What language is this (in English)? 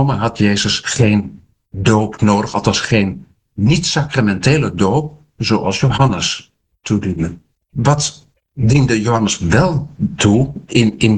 Dutch